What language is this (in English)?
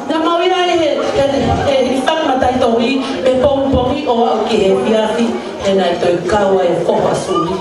Tongan